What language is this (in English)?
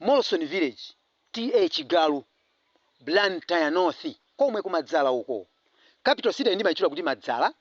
Nyanja